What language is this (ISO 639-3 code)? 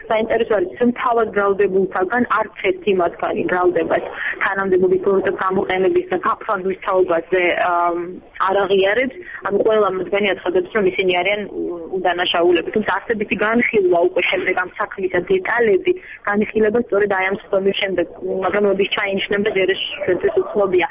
kat